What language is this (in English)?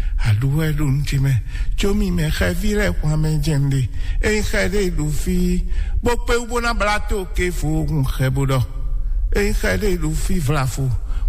Fon